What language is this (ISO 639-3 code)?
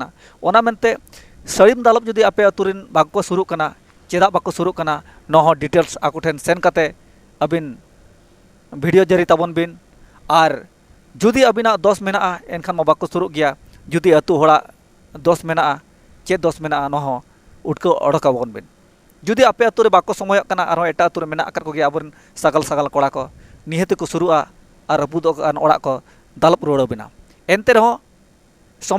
sat